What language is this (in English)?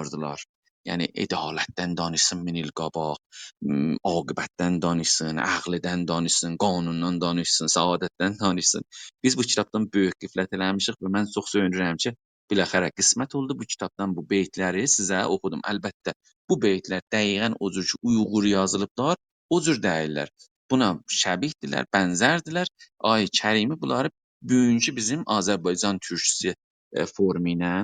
South Azerbaijani